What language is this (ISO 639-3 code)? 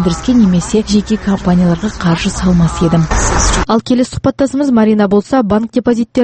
kaz